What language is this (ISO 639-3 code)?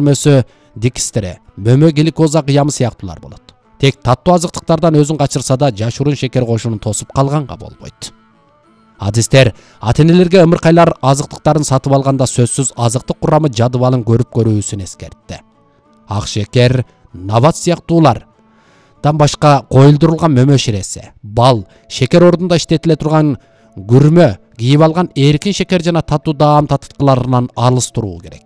kir